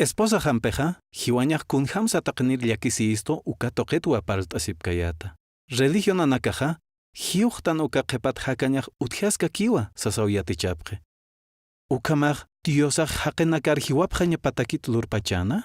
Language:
Aymara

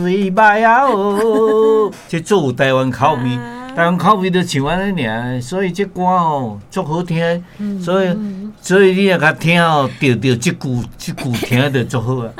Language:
Min Nan Chinese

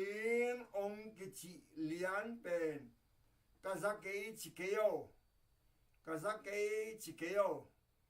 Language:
Tedim Chin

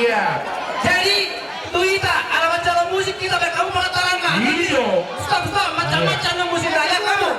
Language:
Batak Toba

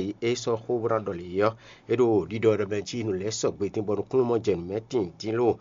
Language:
Fon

